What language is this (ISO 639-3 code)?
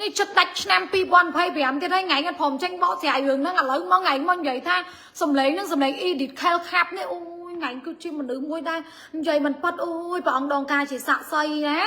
khm